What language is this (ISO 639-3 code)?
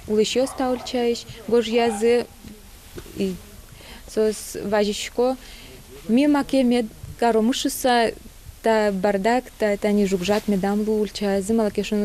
udm